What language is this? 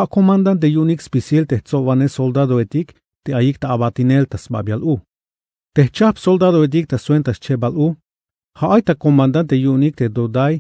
Tzeltal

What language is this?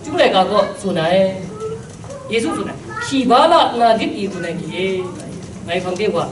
Kachin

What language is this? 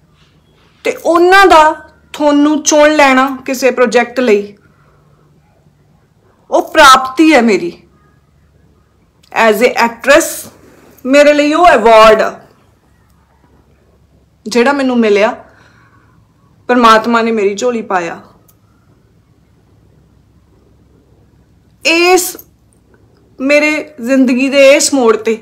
Punjabi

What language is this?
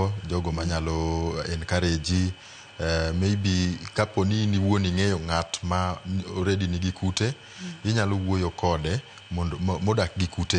Luo (Kenya and Tanzania)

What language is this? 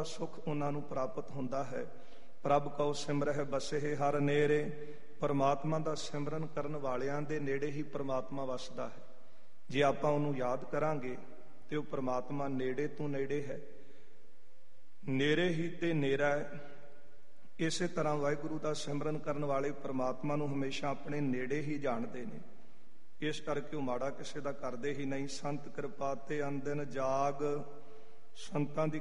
Punjabi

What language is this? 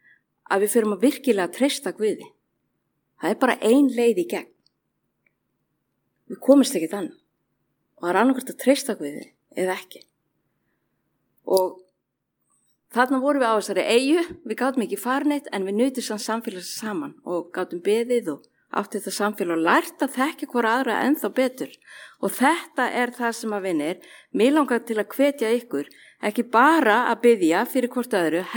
Icelandic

